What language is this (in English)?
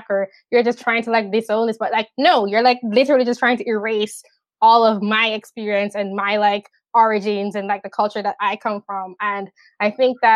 English